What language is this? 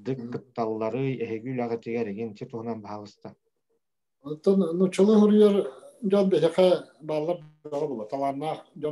Yakut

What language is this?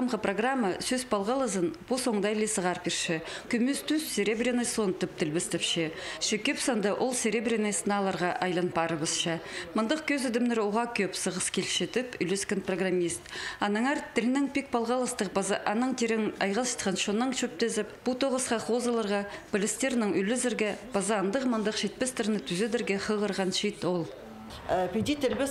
Khakas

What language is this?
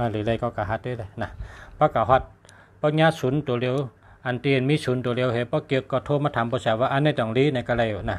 Shan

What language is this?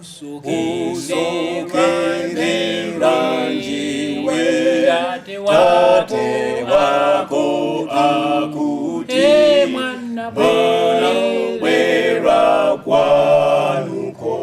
Nyanja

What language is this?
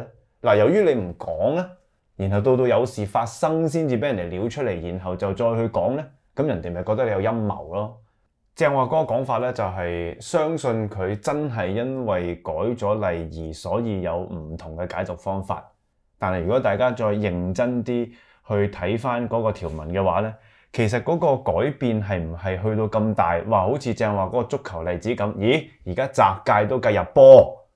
Cantonese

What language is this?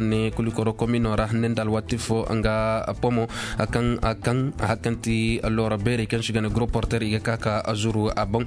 Koyraboro Senni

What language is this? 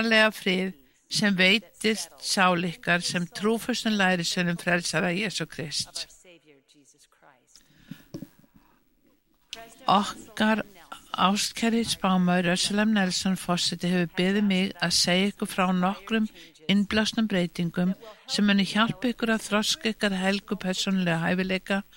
Icelandic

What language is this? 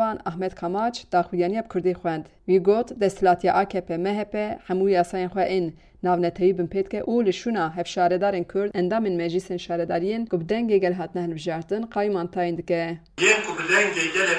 Kurdish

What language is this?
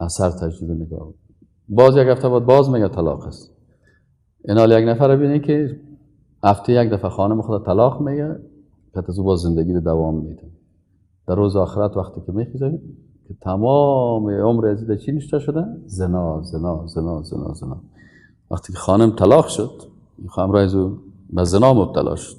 Persian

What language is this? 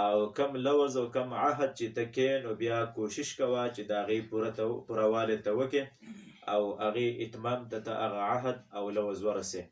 Pashto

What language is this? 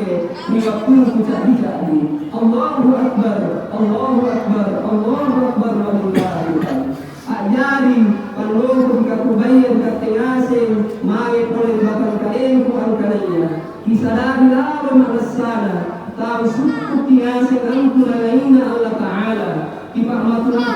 Makasar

